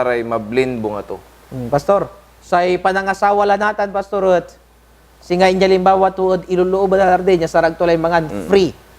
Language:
Pangasinan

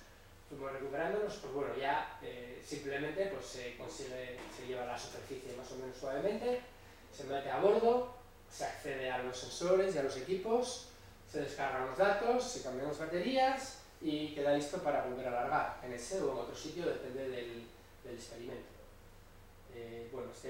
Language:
Spanish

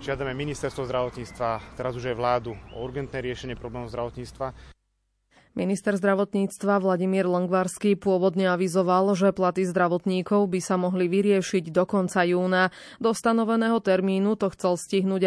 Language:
Slovak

